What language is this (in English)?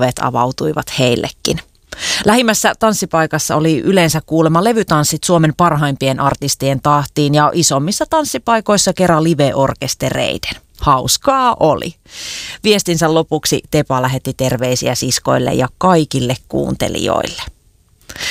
Finnish